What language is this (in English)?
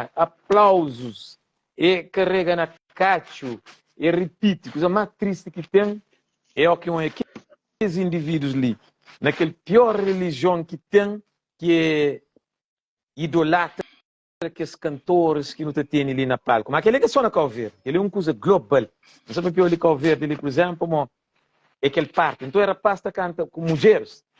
Kabuverdianu